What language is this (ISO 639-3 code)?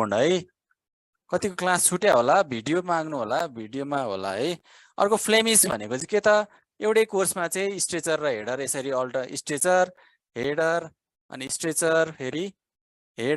nep